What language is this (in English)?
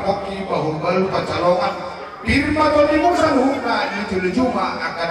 Batak Toba